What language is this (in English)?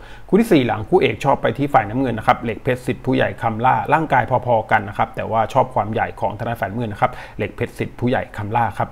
Thai